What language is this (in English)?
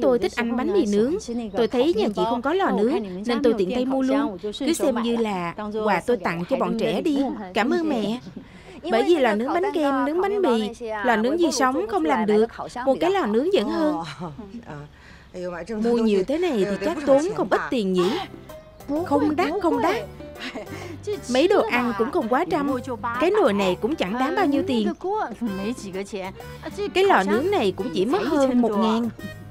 Vietnamese